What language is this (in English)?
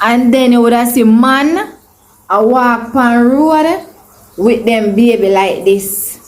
Jamaican Creole English